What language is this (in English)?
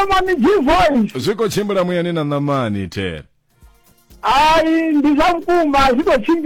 Venda